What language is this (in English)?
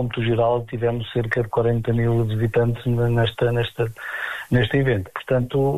Portuguese